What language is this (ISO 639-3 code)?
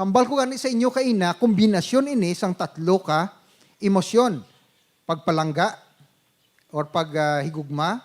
hil